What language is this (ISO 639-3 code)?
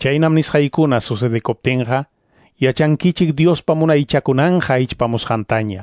que